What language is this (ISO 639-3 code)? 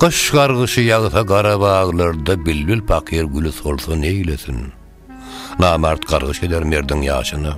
tuk